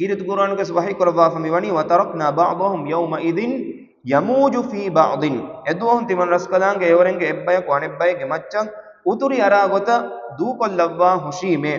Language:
Divehi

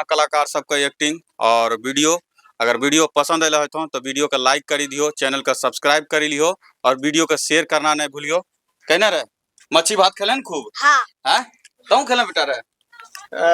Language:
Angika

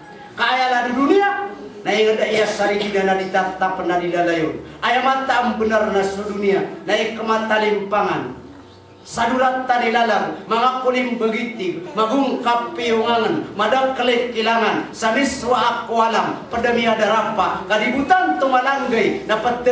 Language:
Maranao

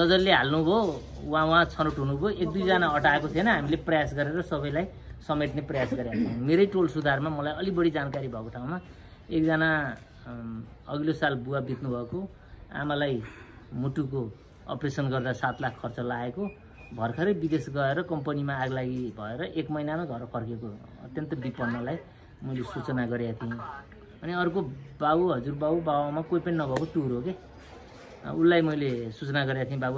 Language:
Nepali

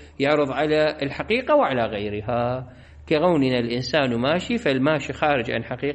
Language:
Mesopotamian Arabic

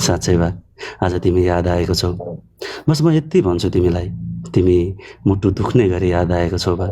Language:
Nepali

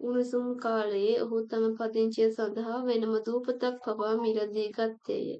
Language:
Sinhala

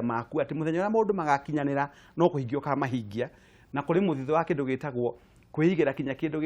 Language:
Kikuyu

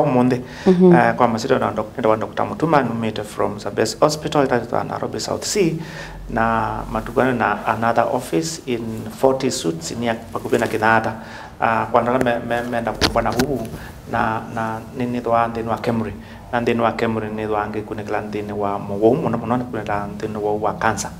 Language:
Kamba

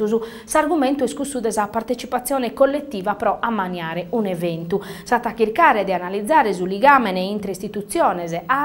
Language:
Sardinian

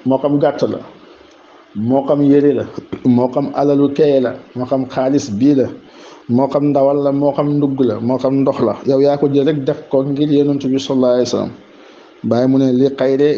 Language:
Wolof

